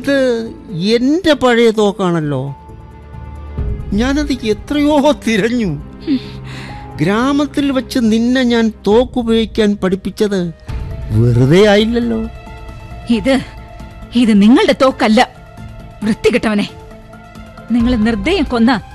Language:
Malayalam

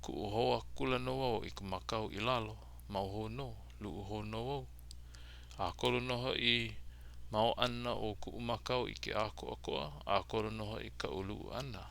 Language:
Hawaiian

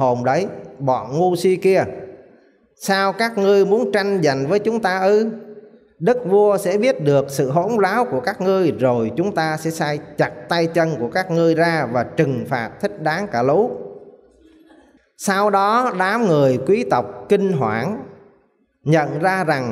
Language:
Vietnamese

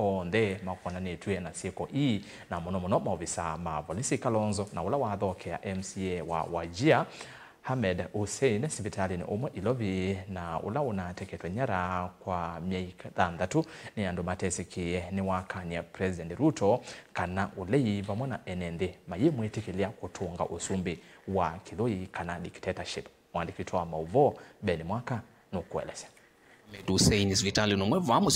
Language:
Kamba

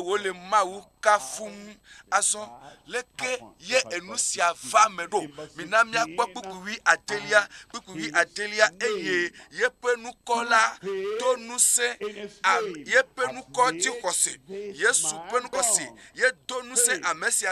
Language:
Ewe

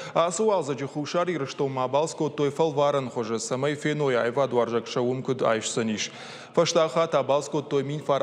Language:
Ossetic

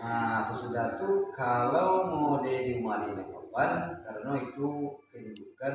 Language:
Minangkabau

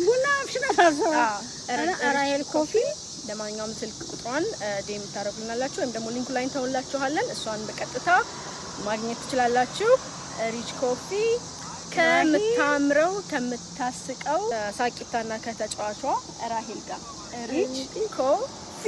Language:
Amharic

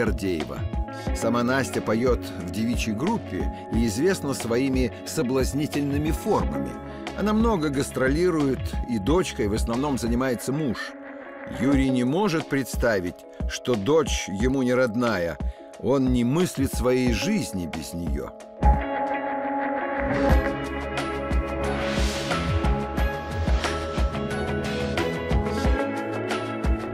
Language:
Russian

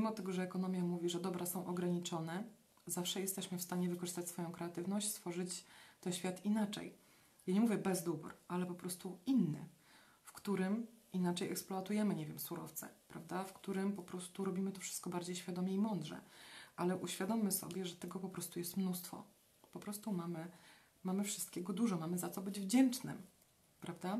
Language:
Polish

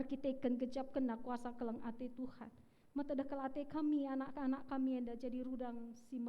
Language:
Batak Karo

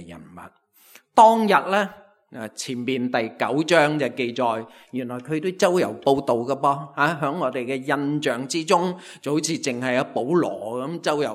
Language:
Cantonese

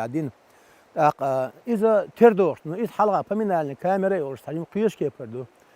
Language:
Chechen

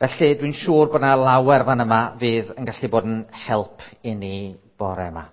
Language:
Welsh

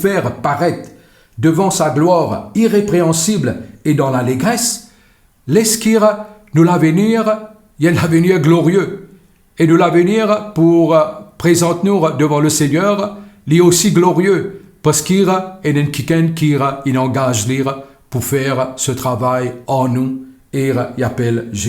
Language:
Morisyen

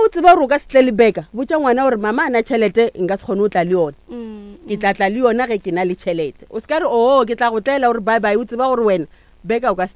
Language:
Northern Sotho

